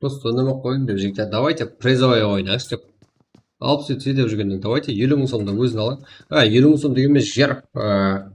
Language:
Kara-Kalpak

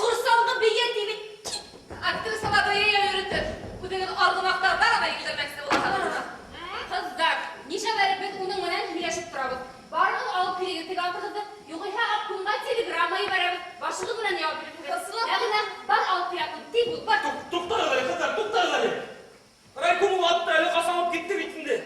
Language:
Bashkir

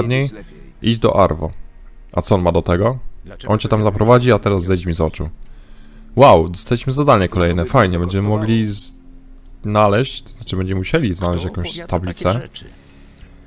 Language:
Polish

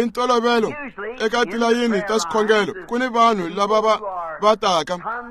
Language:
Tsonga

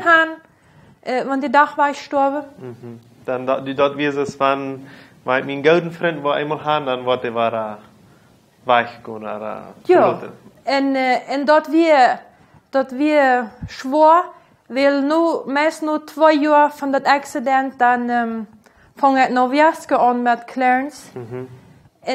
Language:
Plautdietsch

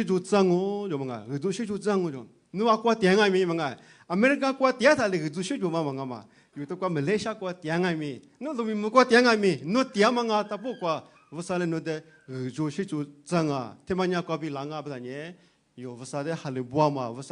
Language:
Lisu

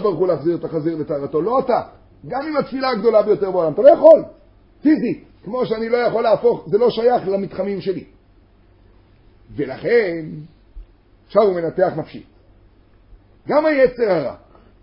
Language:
Hebrew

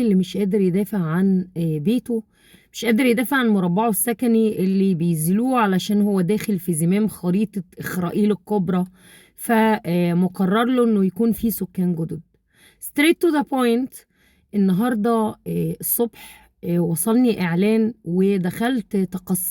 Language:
Egyptian Arabic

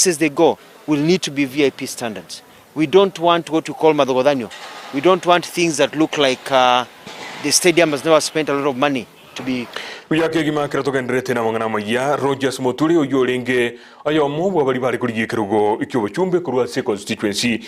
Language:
Gusii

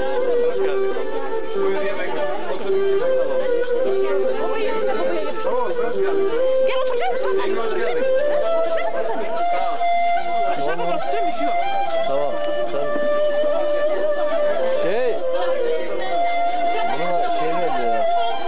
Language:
Turkish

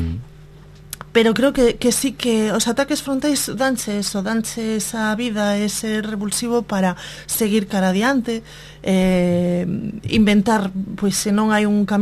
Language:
Galician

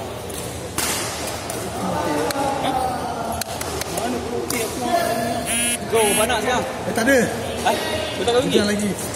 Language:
Malay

